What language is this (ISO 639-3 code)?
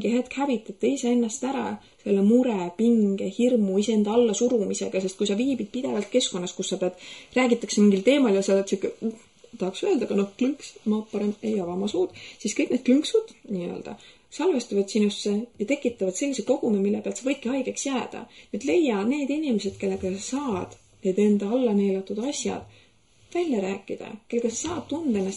est